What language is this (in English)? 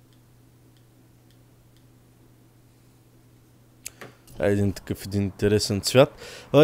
Bulgarian